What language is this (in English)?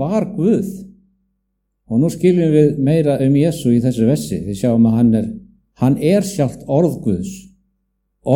Icelandic